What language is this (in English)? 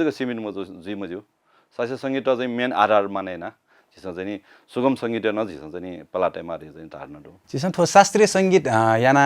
Newari